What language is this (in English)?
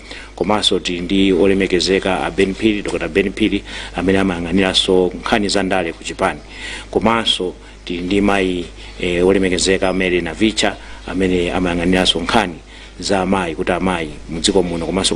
Nyanja